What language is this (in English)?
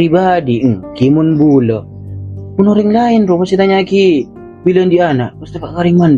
Madurese